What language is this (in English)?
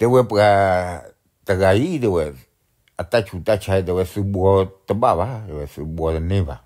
S'gaw Karen